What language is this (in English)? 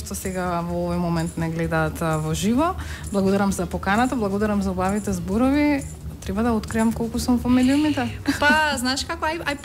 Macedonian